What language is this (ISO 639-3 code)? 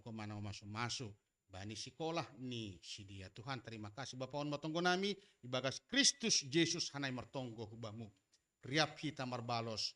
bts